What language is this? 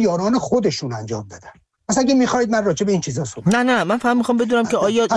Persian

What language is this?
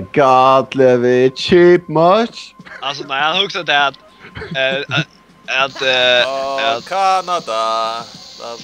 Faroese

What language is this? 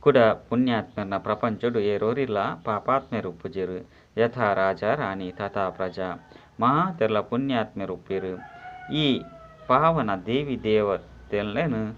Tulu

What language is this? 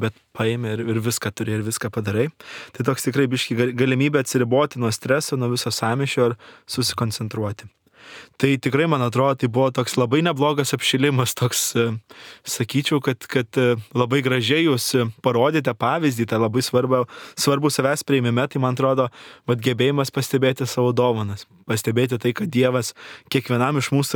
Lithuanian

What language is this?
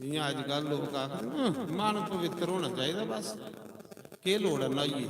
Dogri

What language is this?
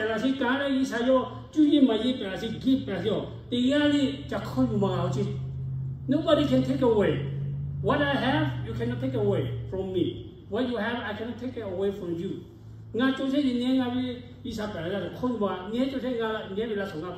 Lahu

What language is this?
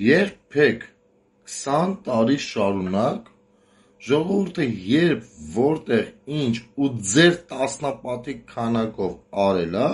Armenian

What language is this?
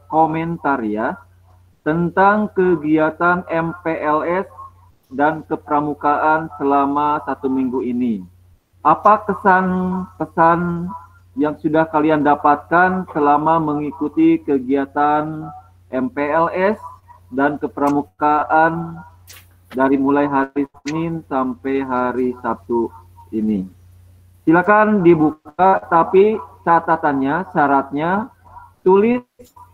Indonesian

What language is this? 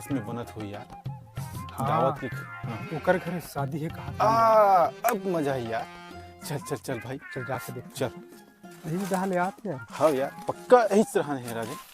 Chhattisgarhi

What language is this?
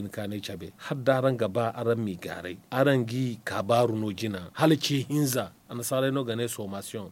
Zarma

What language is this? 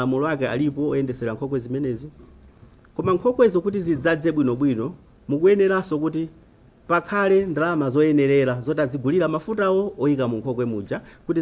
Nyanja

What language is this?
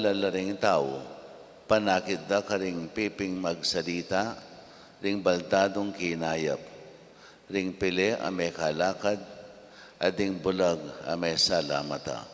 Pampanga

